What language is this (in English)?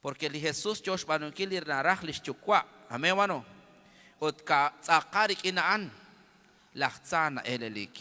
Kekchí